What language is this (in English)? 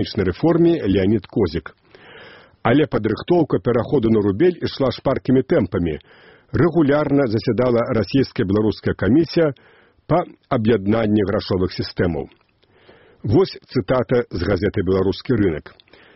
Belarusian